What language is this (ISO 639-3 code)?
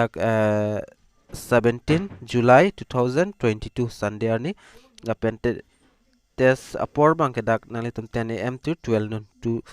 mjw